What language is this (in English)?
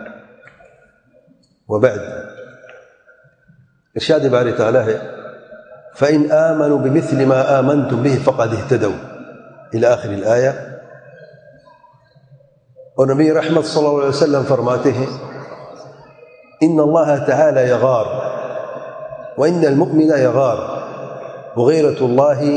Urdu